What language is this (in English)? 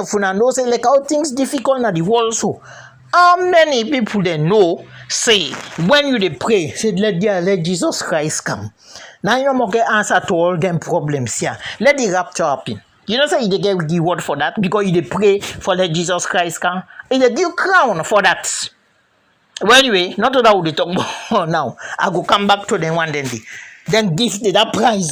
Krio